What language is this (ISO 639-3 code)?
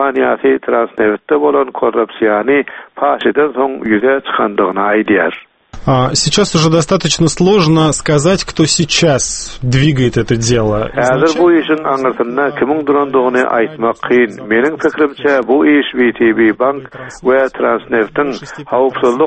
tuk